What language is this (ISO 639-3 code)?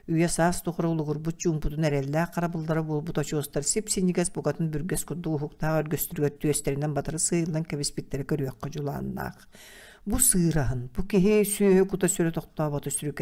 sah